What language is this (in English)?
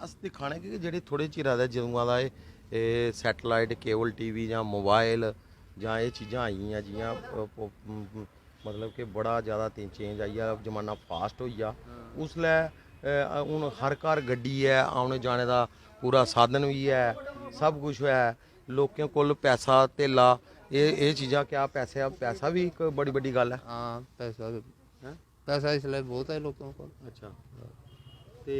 Dogri